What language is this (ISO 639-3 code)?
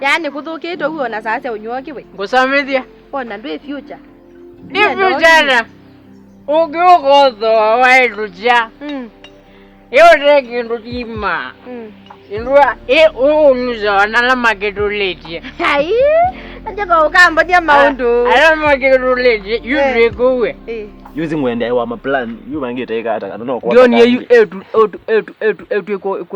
kam